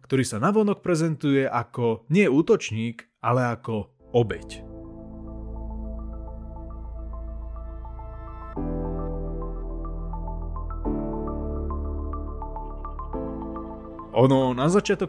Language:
Slovak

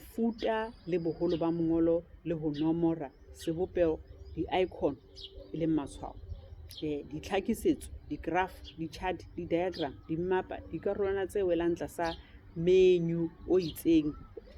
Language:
Southern Sotho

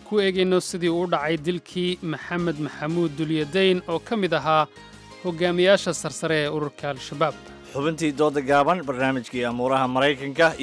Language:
Somali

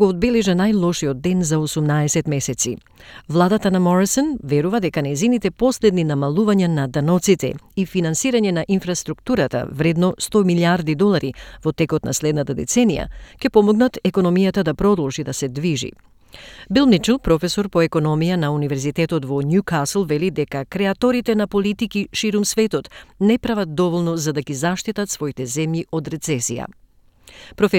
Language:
Macedonian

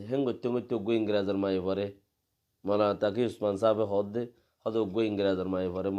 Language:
Rohingya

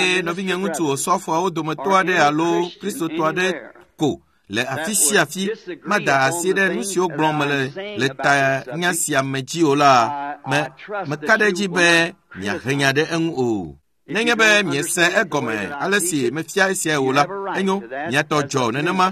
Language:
Ewe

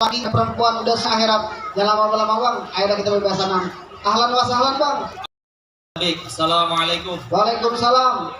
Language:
Betawi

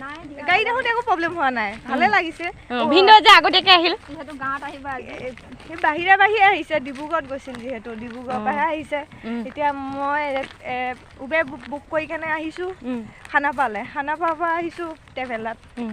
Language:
Assamese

